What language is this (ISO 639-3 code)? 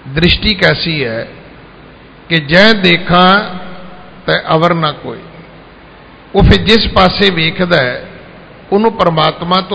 pan